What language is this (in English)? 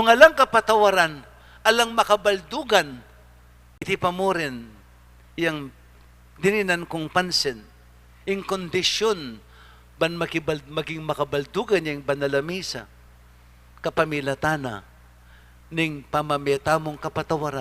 Pampanga